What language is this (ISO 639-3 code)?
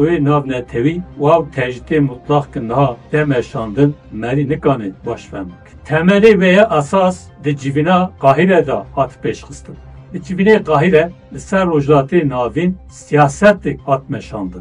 kur